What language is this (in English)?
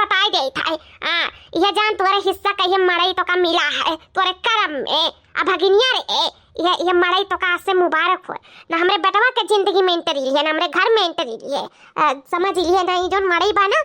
Awadhi